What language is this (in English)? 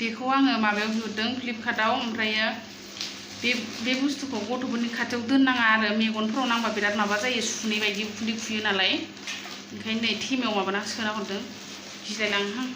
Bodo